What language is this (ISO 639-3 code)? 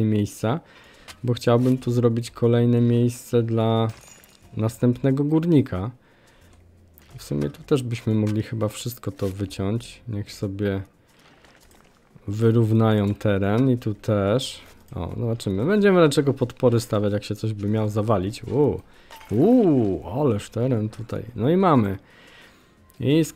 pol